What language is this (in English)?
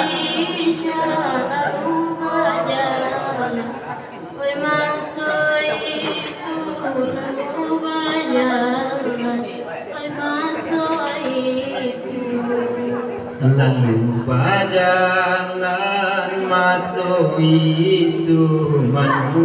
Minangkabau